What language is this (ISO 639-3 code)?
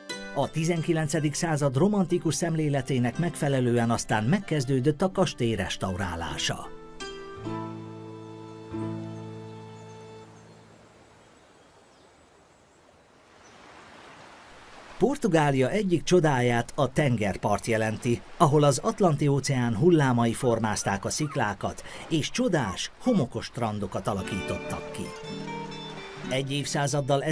hun